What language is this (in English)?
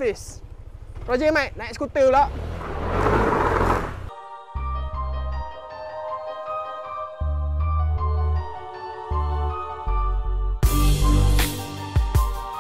Malay